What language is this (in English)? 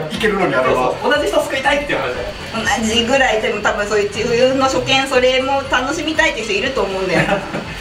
Japanese